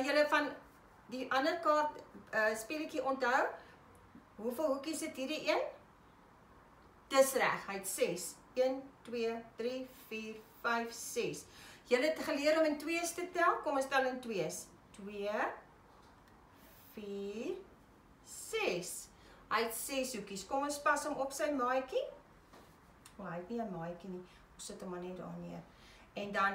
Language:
Afrikaans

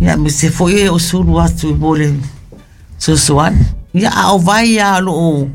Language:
Samoan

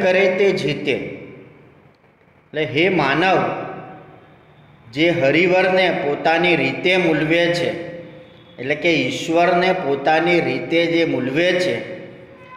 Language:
Gujarati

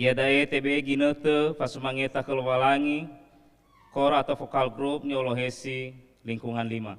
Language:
Nias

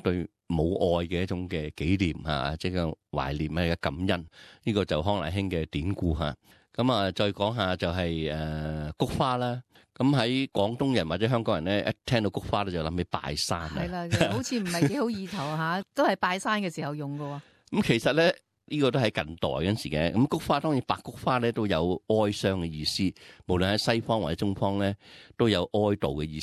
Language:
Cantonese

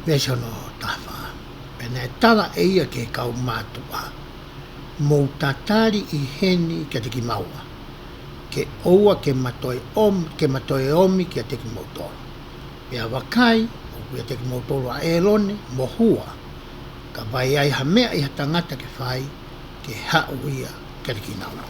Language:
Tongan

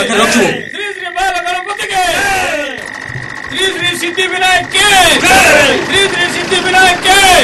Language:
Odia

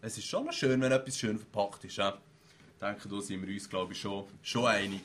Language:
Swiss German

